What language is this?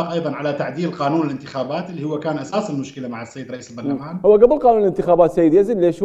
Mesopotamian Arabic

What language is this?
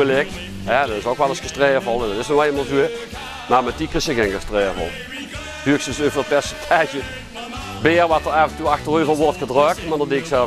Limburgish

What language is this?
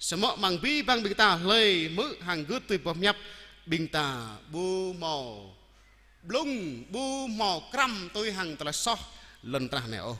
Jarai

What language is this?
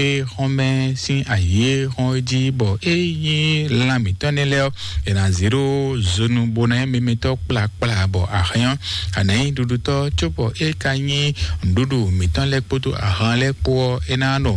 Fon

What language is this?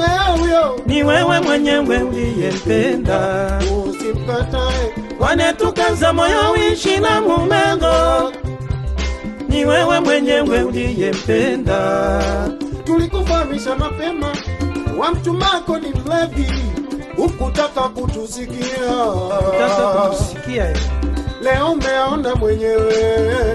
Swahili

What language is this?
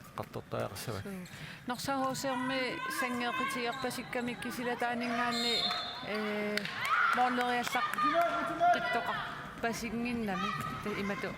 Kalaallisut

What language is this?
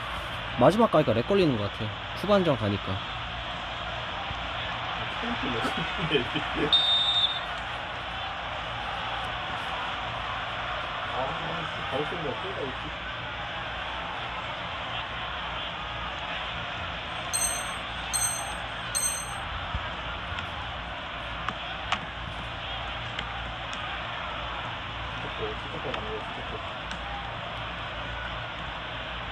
Korean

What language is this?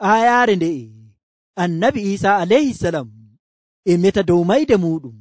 Nigerian Fulfulde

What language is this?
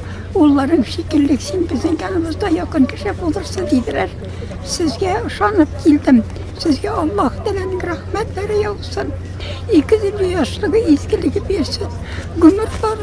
Tatar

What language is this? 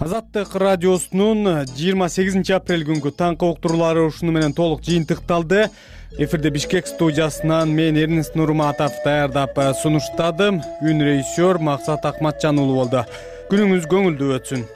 Kyrgyz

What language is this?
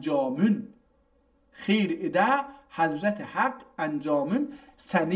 South Azerbaijani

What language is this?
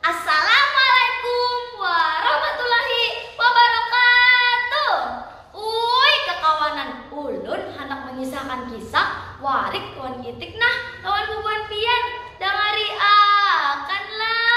Banjar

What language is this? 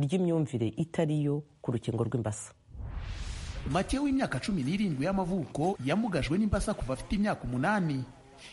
Kinyarwanda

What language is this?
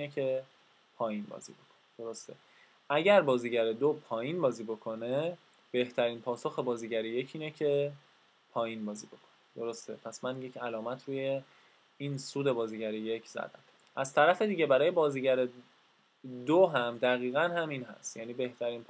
Persian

